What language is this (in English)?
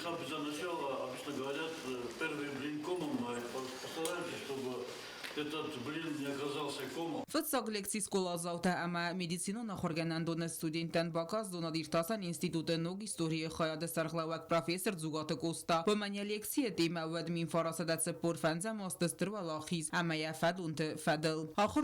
Ossetic